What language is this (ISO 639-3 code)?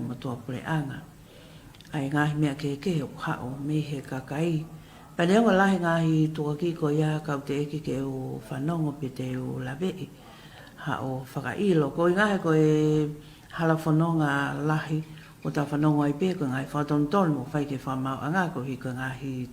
ton